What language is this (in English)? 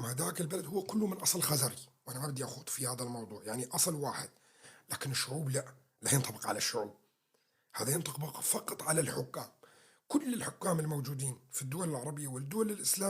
North Levantine Arabic